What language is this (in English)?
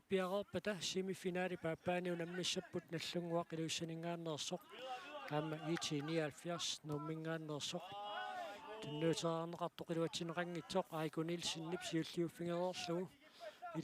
Kalaallisut